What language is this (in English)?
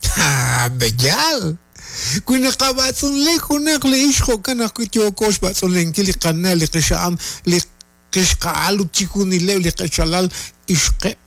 Kekchí